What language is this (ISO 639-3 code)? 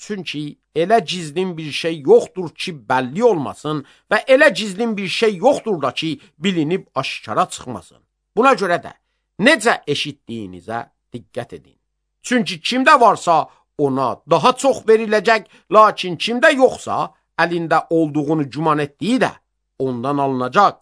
aze